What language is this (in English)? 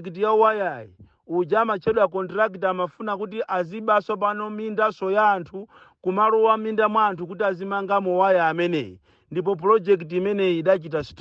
Nyanja